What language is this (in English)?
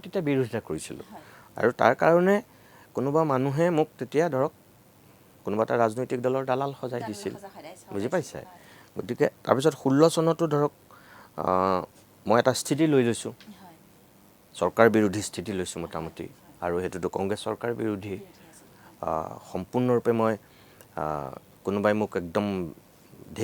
Assamese